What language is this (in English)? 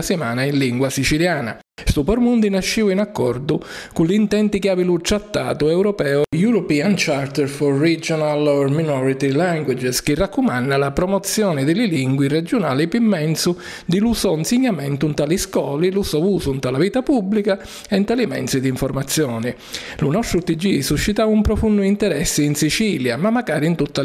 Sicilian